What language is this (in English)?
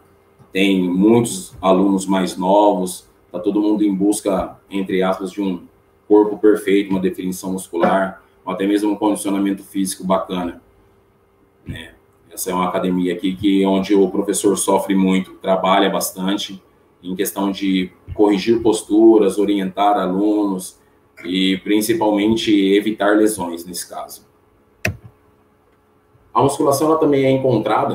Portuguese